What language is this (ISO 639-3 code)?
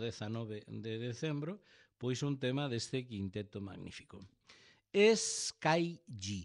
glg